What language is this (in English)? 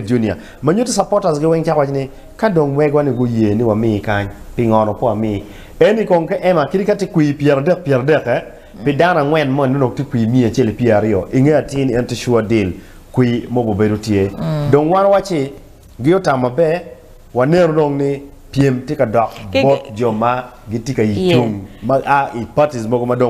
Acoli